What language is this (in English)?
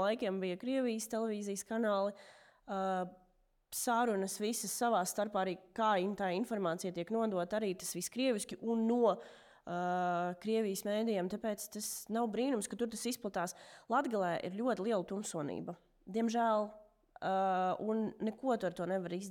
Latvian